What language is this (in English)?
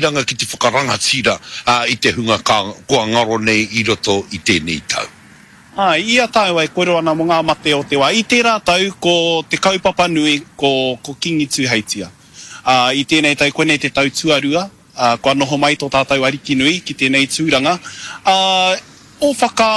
Māori